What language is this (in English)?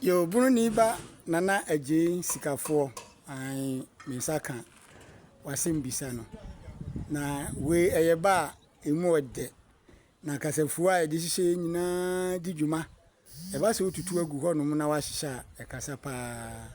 Akan